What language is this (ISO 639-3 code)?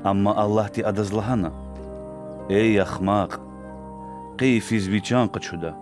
lez